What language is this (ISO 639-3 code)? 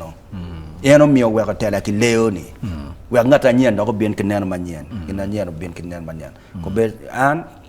ach